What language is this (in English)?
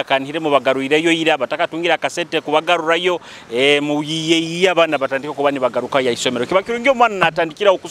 Nyoro